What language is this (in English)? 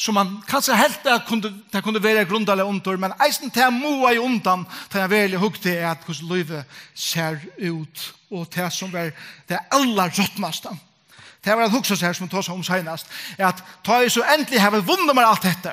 Faroese